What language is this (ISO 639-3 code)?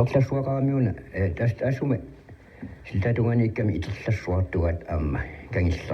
kal